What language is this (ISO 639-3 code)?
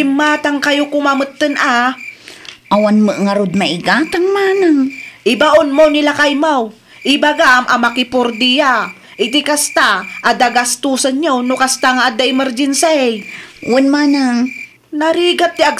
ilo